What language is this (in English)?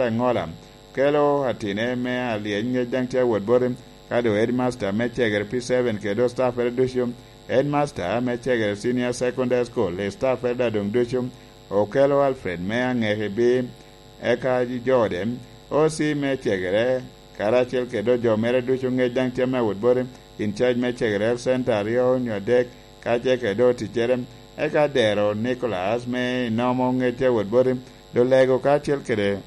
Lango (Uganda)